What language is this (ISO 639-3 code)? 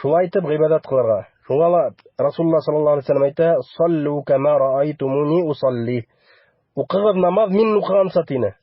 bak